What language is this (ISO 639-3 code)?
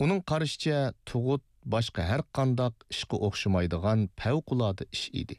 uig